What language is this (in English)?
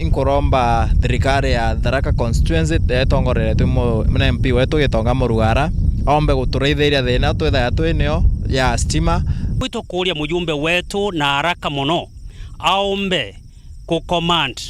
Meru